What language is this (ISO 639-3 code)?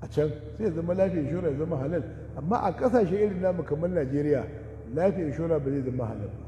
hau